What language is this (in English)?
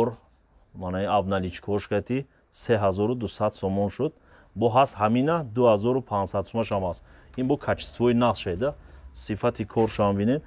Tajik